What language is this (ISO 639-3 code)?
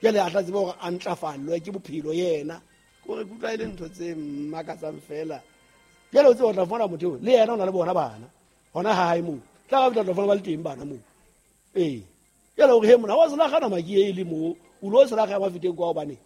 sot